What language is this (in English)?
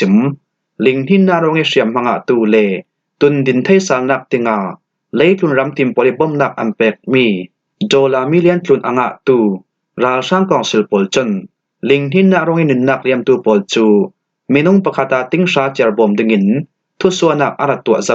Falam Chin